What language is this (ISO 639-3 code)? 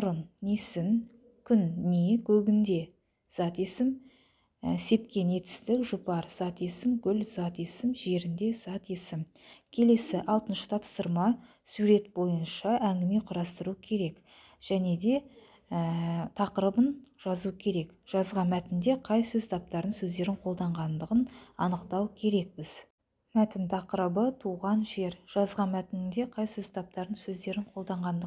kaz